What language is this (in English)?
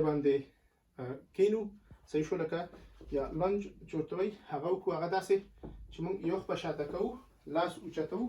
Pashto